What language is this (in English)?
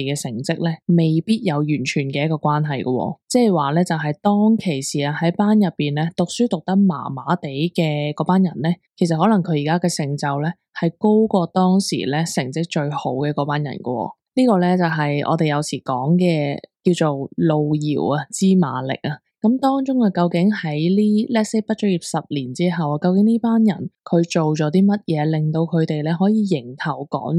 Cantonese